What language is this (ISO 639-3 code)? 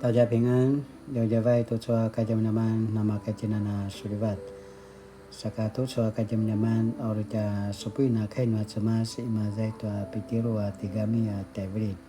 pwn